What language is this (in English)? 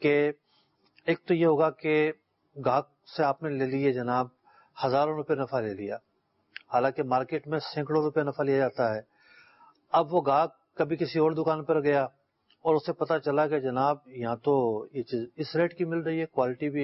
Urdu